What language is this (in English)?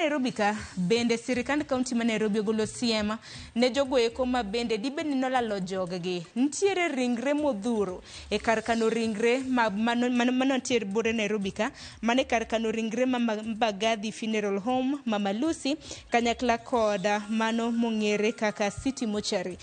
Luo (Kenya and Tanzania)